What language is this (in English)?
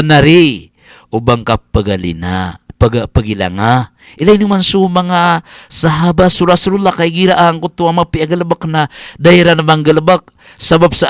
Maranao